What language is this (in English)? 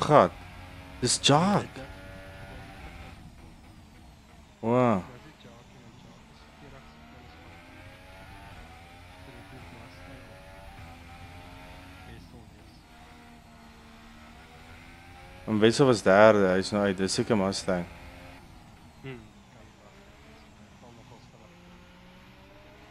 Afrikaans